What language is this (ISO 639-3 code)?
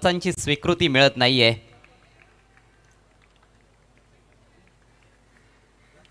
mar